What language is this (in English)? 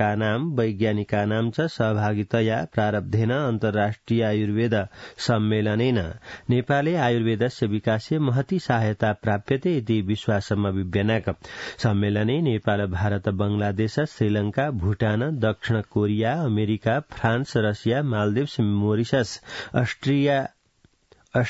Sanskrit